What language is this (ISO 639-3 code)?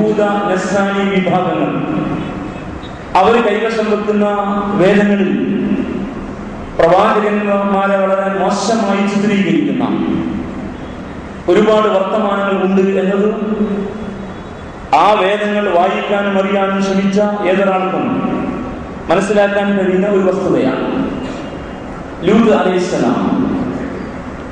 mal